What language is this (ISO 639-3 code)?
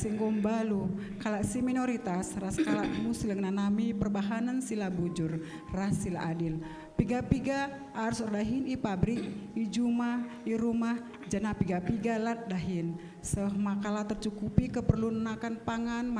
btx